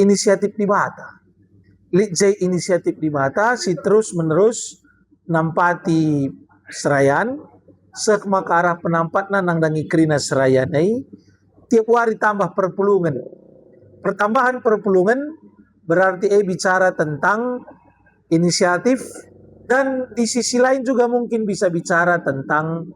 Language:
Batak Karo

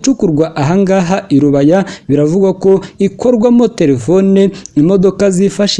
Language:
Kinyarwanda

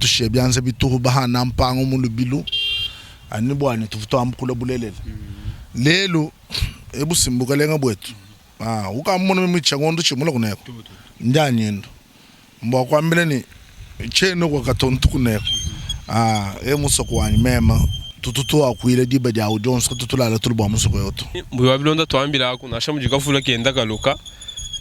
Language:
Luba-Lulua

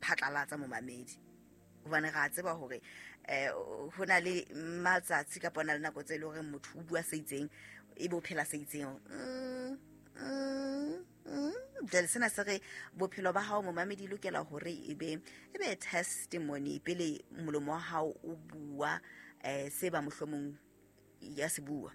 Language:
Southern Sotho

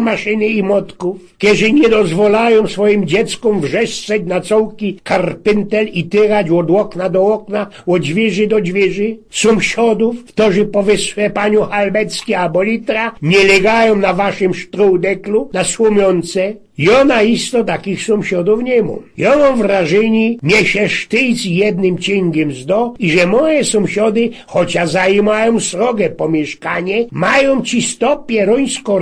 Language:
Silesian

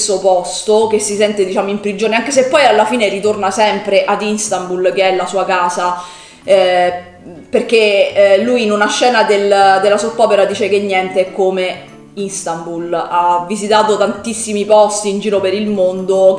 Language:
Italian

